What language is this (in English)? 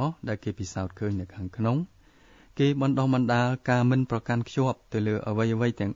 Khmer